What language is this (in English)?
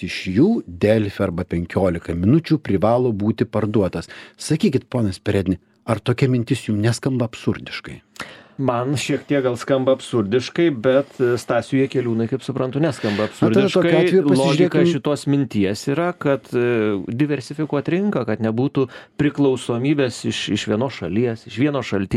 Lithuanian